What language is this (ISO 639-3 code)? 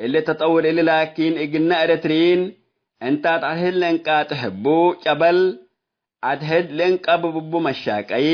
tig